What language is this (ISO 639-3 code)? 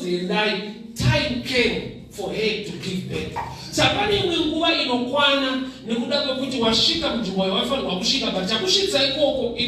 sna